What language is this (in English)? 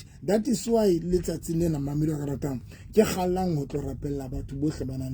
Southern Sotho